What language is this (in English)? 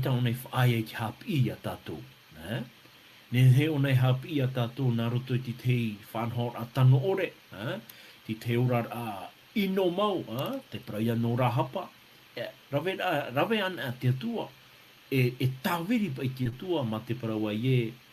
Tahitian